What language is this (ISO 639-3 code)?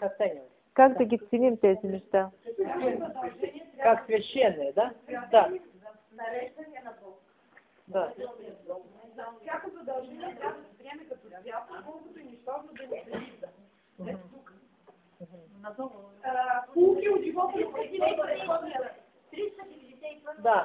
bul